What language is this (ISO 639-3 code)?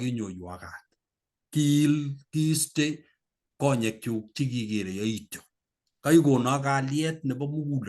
kln